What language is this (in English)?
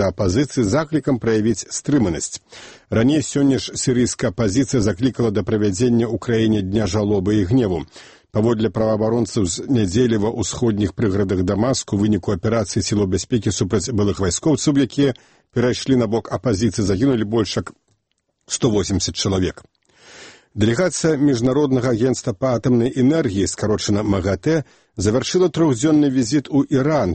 Belarusian